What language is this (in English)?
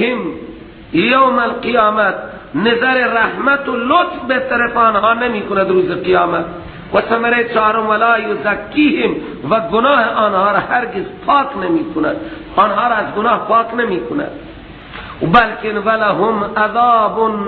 Persian